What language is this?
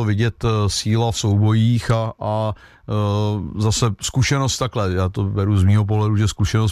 Czech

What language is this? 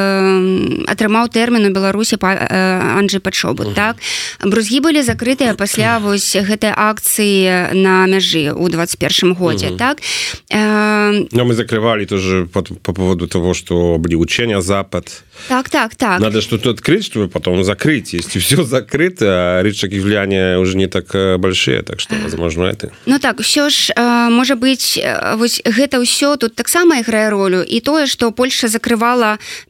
Belarusian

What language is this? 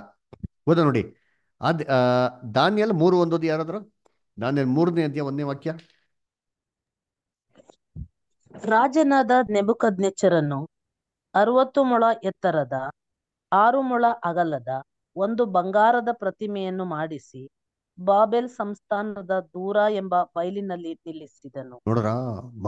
Kannada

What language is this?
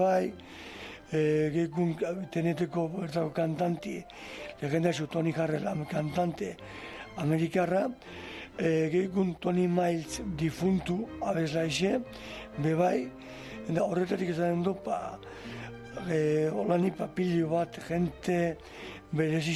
Basque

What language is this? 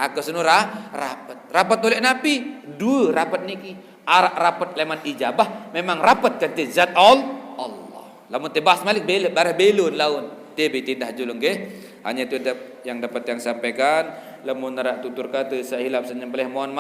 Sasak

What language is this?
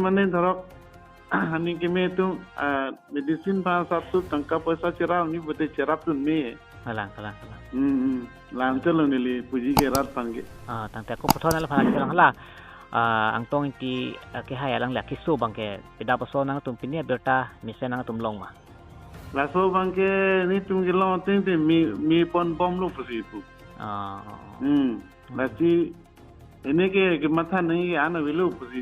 Karbi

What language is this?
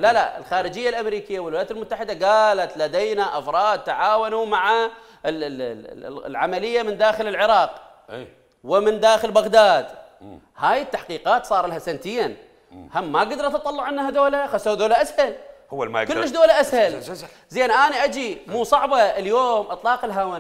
Mesopotamian Arabic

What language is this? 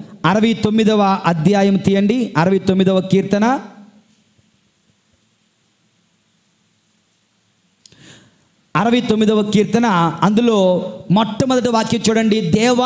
Telugu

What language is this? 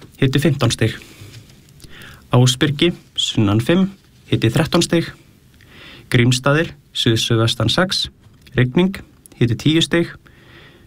Icelandic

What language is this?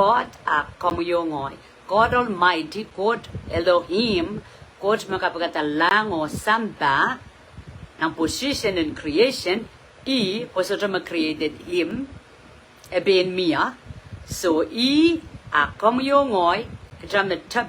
Pohnpeian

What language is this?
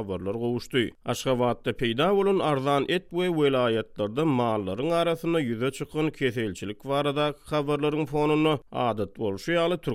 Turkmen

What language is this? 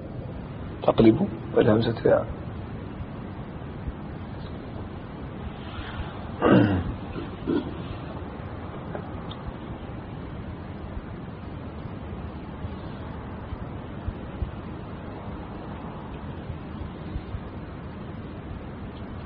Arabic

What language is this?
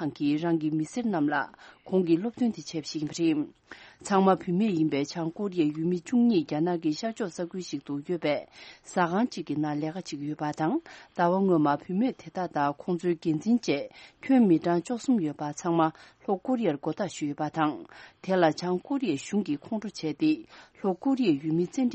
Tibetan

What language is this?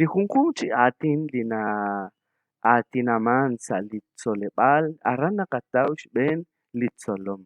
Kekchí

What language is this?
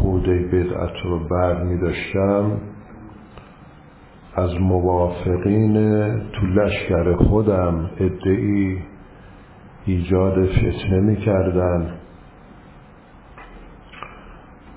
Persian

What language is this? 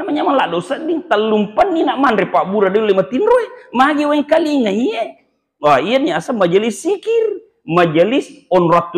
Buginese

